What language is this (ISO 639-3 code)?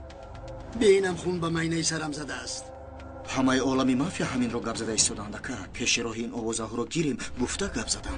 tgk